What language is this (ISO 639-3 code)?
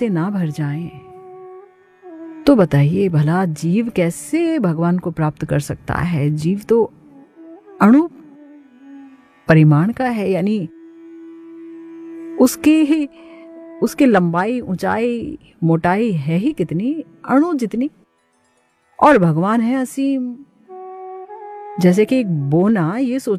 hin